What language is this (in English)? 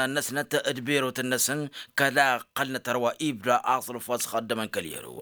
Tamasheq